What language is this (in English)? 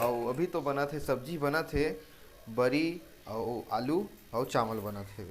Chhattisgarhi